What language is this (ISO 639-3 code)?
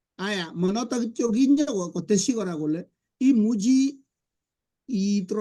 kln